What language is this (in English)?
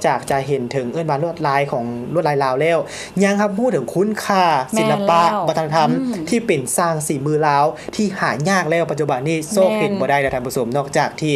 Lao